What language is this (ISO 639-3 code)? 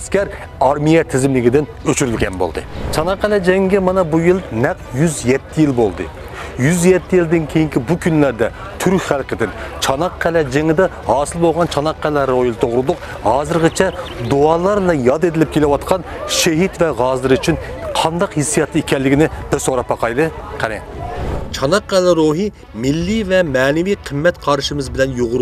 uig